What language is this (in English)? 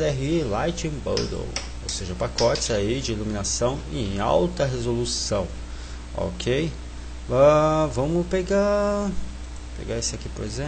Portuguese